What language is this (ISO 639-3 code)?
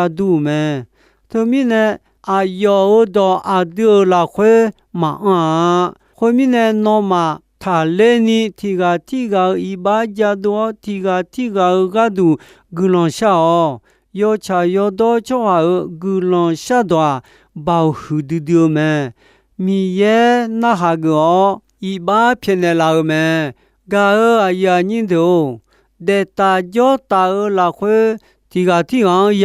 ahk